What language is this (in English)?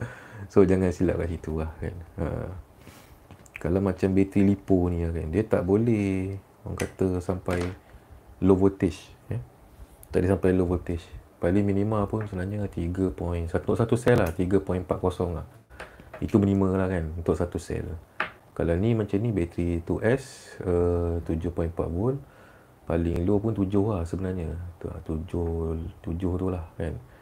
Malay